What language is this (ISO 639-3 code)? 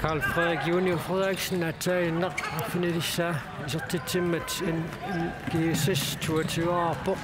kal